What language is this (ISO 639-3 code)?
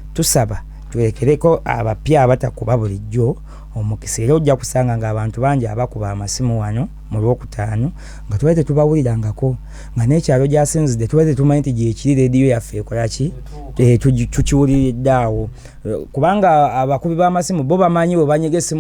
lug